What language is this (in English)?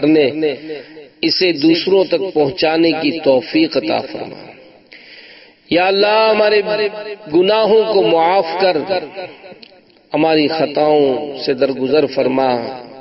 Urdu